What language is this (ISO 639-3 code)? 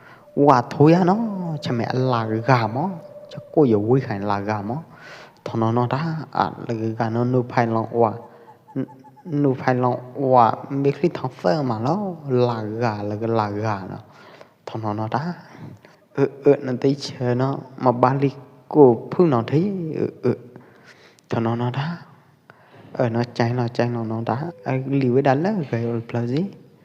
kjp